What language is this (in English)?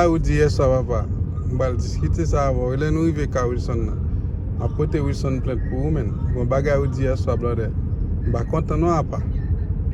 Haitian Creole